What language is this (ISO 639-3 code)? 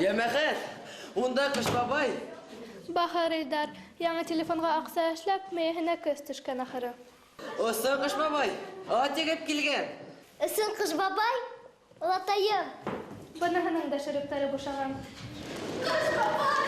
bak